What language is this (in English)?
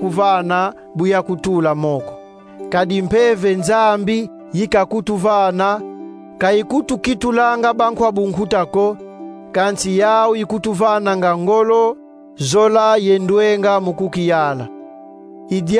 Kongo